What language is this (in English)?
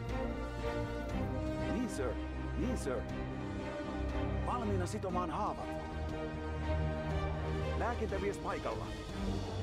Finnish